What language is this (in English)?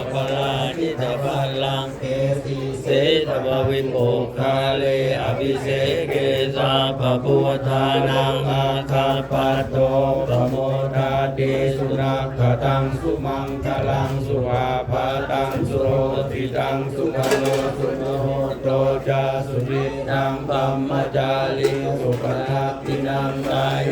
Pali